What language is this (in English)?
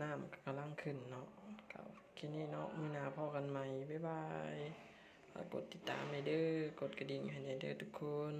Lao